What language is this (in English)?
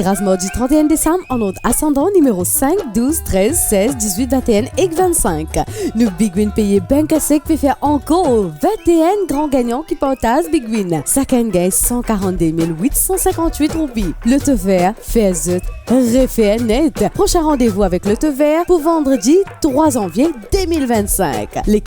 Morisyen